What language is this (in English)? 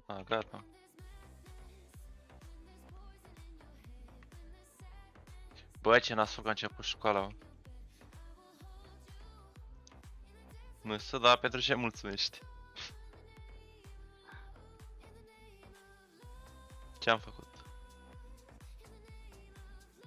Romanian